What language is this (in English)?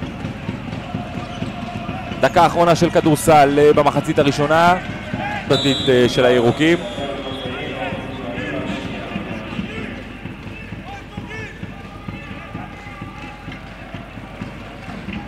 Hebrew